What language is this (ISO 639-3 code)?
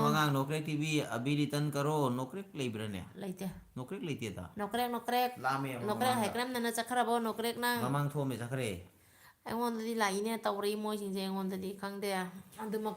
mni